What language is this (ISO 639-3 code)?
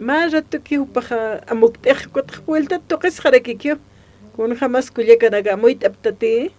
aym